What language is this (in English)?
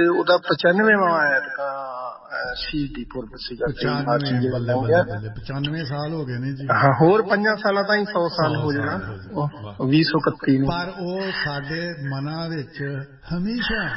Punjabi